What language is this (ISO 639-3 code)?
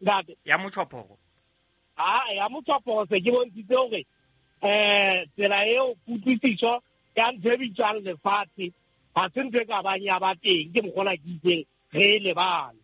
sot